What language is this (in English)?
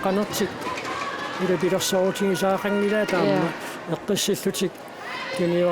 Kalaallisut